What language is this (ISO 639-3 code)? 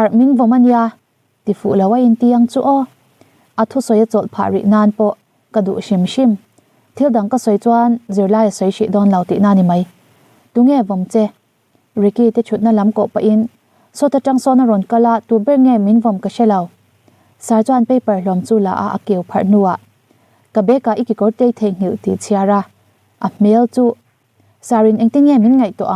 lus